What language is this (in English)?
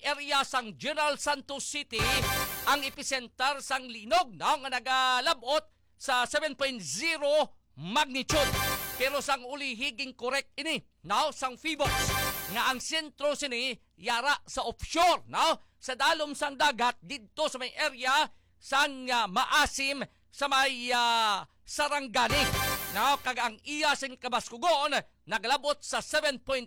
Hiligaynon